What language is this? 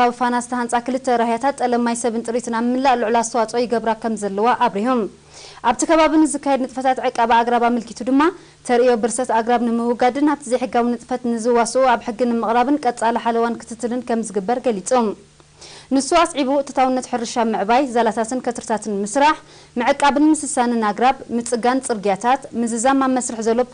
Tigrinya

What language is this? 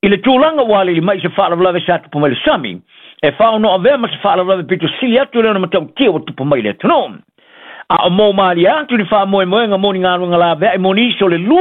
Samoan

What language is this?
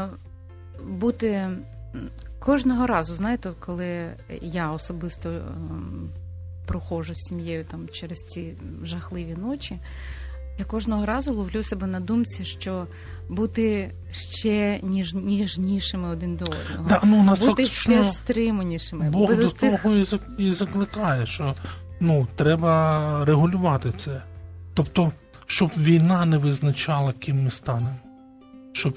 Ukrainian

